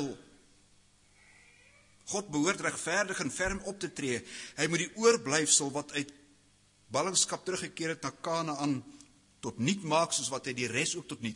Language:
Afrikaans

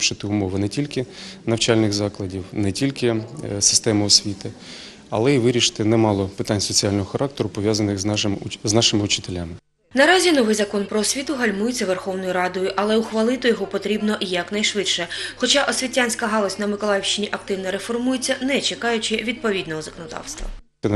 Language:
Ukrainian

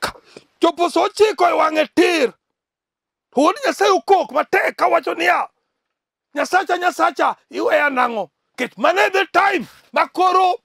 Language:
Luo (Kenya and Tanzania)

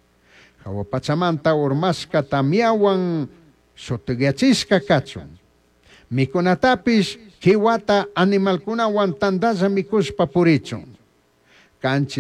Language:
Chimborazo Highland Quichua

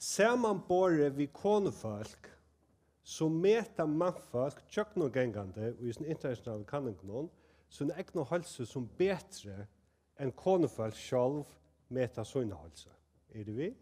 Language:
Faroese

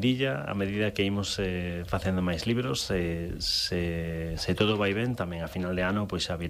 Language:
Galician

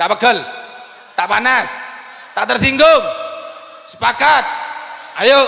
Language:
Madurese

